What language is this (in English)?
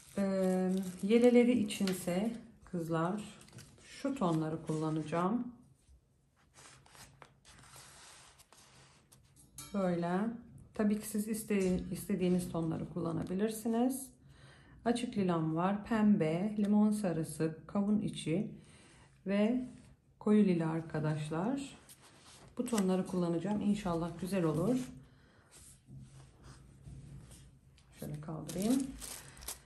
Turkish